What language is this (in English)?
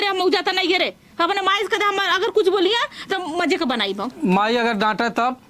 Awadhi